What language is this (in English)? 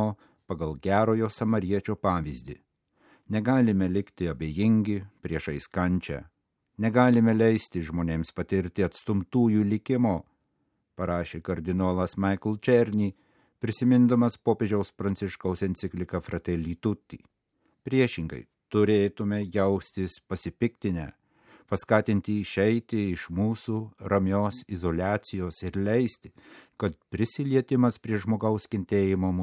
Lithuanian